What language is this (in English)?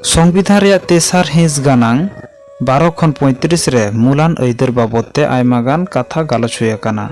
Santali